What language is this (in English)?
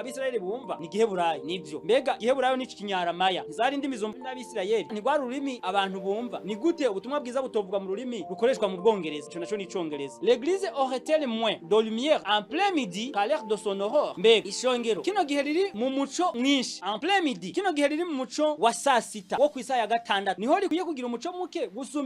Rundi